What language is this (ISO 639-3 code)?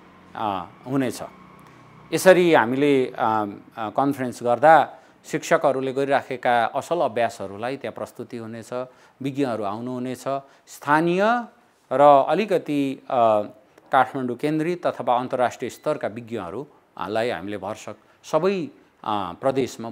nep